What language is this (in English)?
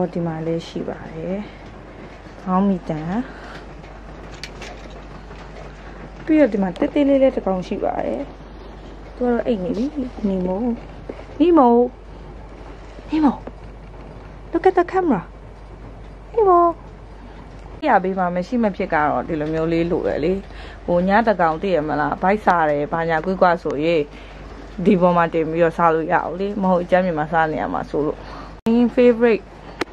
Burmese